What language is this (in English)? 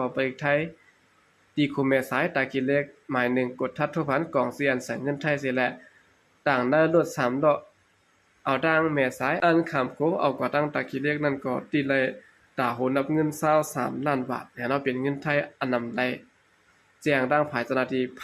Shan